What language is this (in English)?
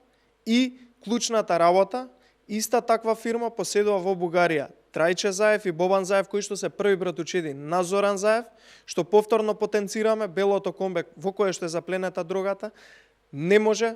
Macedonian